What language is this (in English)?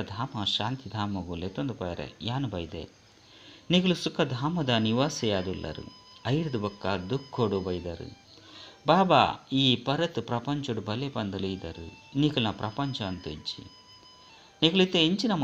Tulu